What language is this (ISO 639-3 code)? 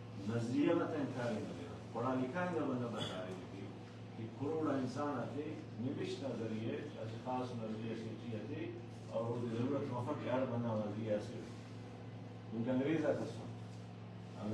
brh